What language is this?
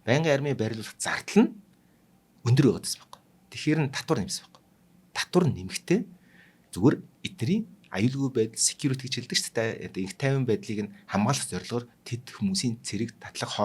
Mongolian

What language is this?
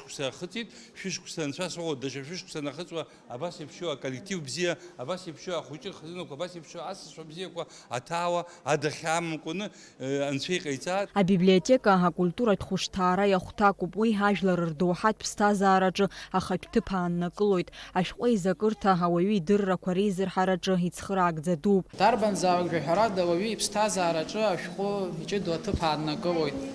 Abkhazian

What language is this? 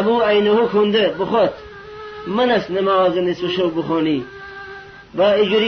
Gilaki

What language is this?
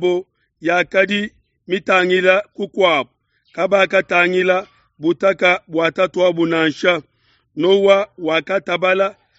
Luba-Lulua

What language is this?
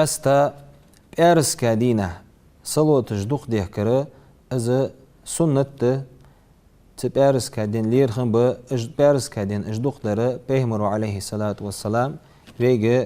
Ingush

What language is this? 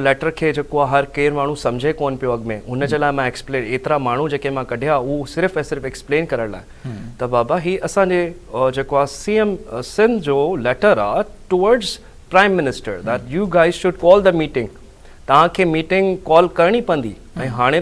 Sindhi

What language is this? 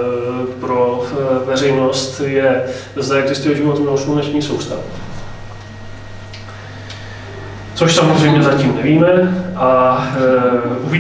Czech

